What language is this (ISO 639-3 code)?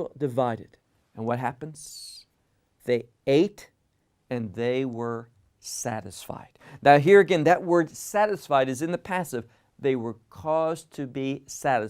eng